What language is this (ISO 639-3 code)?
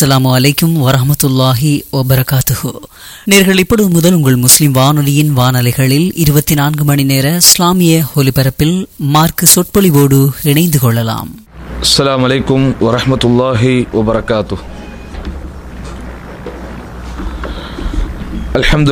tam